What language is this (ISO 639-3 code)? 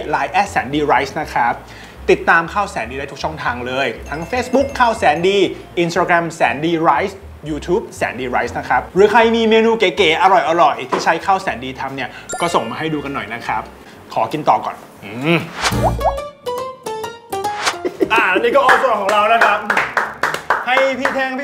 tha